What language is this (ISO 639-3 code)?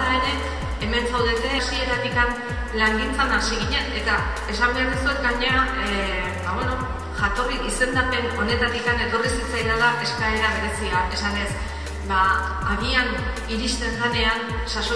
eus